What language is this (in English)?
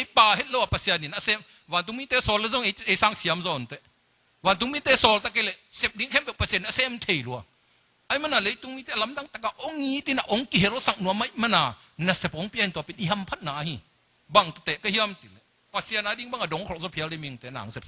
Tedim Chin